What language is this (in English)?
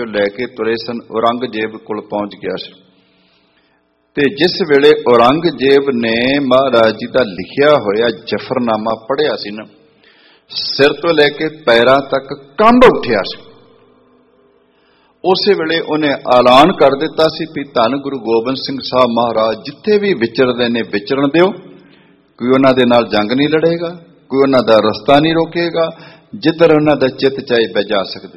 Punjabi